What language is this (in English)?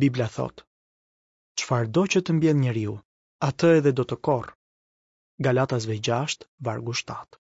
Albanian